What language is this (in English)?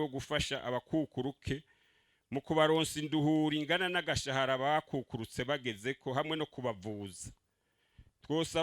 Rundi